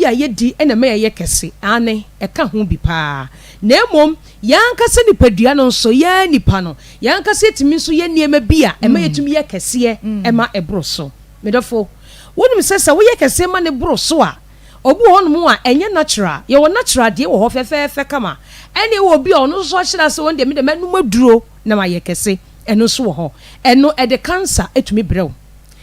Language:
Akan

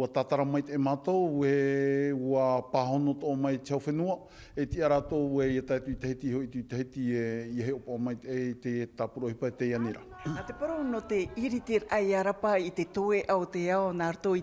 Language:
Tahitian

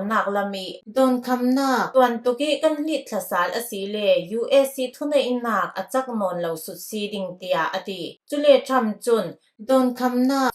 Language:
Falam Chin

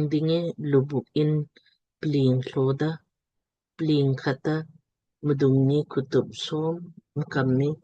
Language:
Lamkang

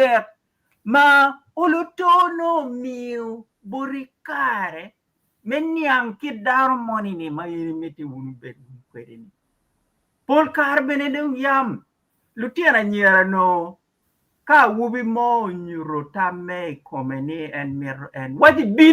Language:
Acoli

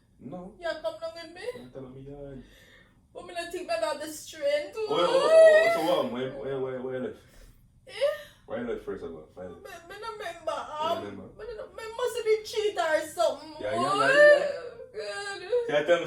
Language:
Jamaican Creole English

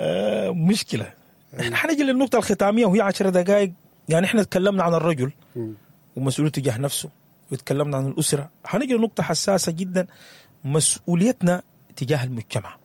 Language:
Sudanese Arabic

